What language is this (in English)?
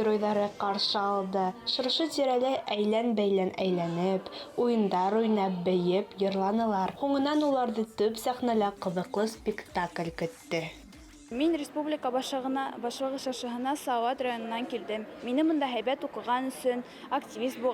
Bashkir